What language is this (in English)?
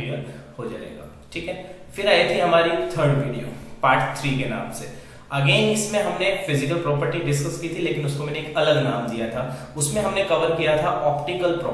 Hindi